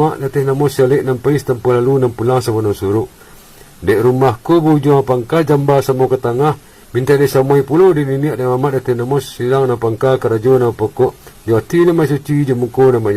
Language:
Minangkabau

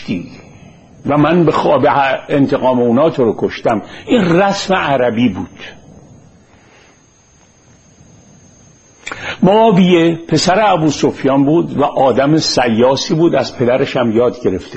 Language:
Persian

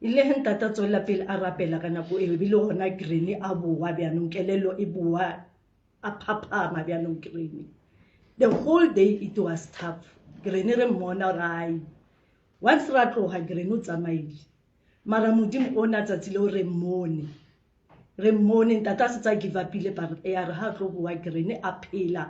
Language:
Southern Sotho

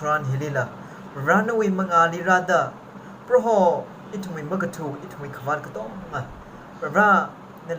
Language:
Tangkhul Naga (India)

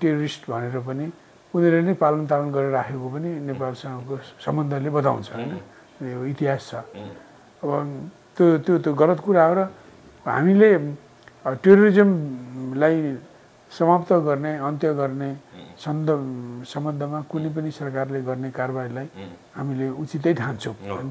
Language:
Nepali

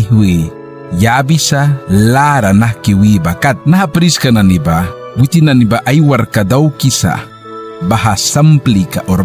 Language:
Mískito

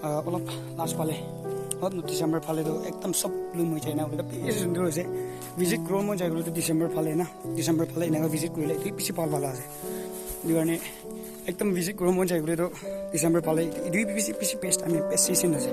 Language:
Naga Pidgin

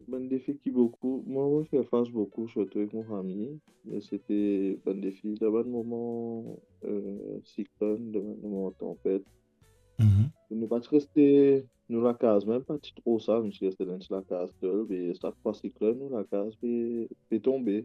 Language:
Morisyen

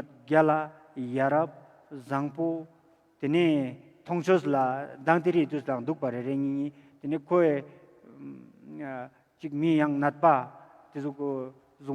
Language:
Ladakhi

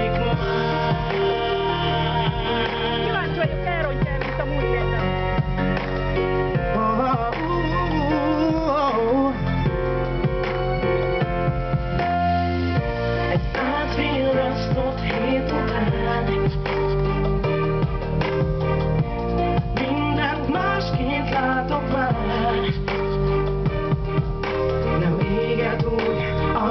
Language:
Hungarian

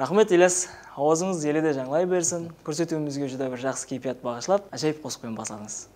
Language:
Kara-Kalpak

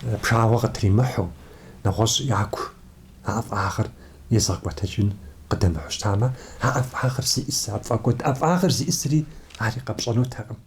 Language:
Kabardian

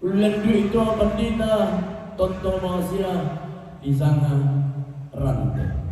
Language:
Toraja-Sa'dan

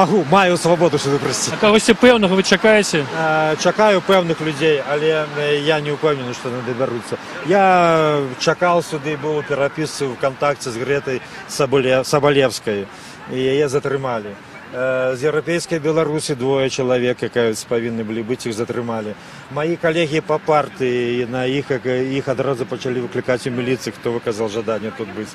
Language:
Belarusian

